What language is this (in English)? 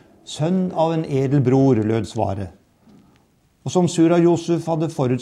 Norwegian